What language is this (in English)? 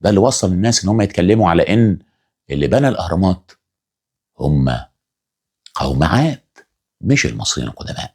Egyptian Arabic